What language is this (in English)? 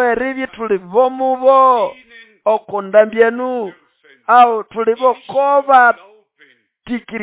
Nande